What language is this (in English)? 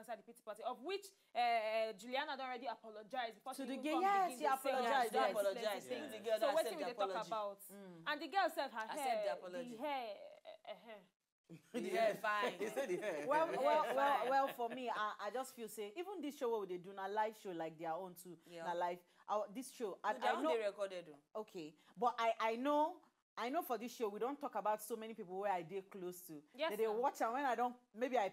Nigerian Pidgin